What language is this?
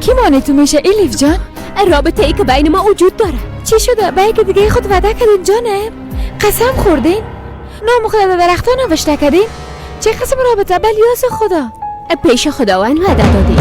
Persian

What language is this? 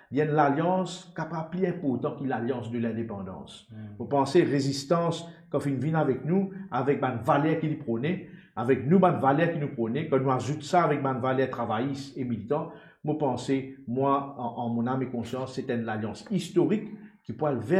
Morisyen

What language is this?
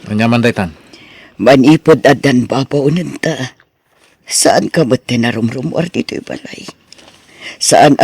Iloko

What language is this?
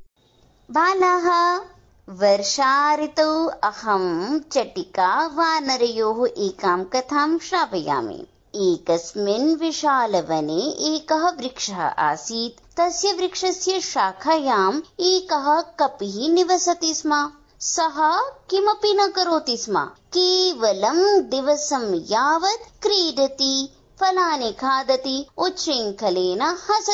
Sanskrit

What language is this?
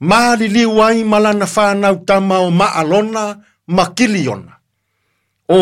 Samoan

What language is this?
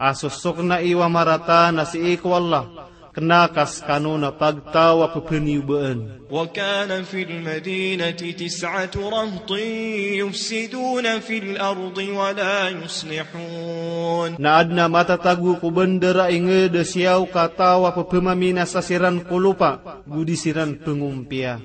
Maranao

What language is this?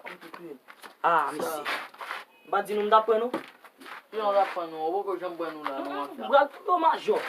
Haitian Creole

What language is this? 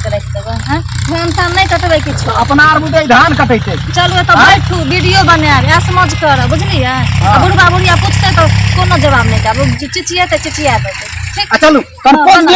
Maithili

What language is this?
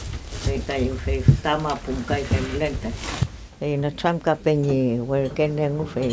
Mapuche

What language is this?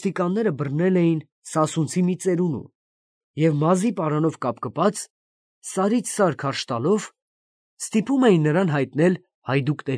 Armenian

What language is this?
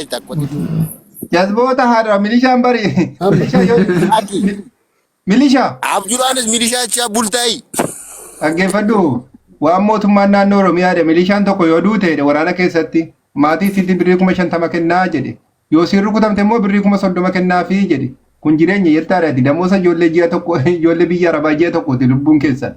Oromo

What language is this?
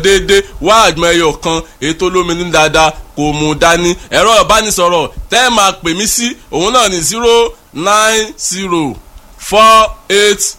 Yoruba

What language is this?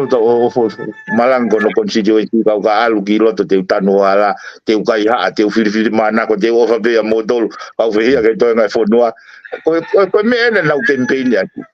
Tongan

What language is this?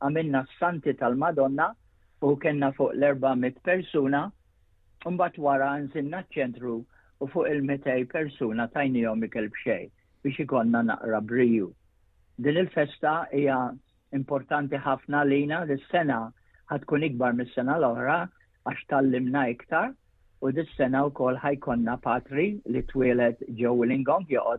Maltese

